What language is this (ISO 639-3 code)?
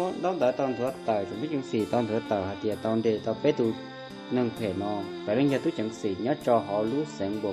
hmn